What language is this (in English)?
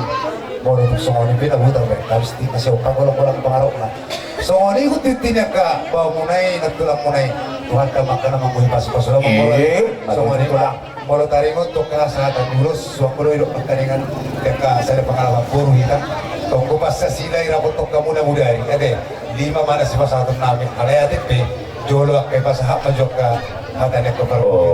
Batak Toba